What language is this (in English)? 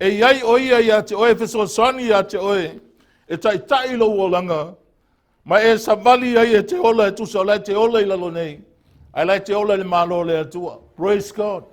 Samoan